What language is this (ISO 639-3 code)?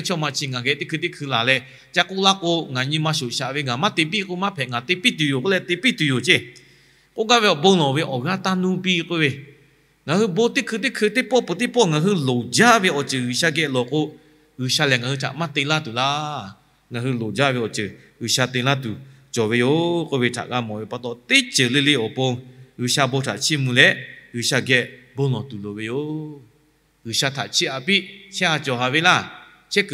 lhu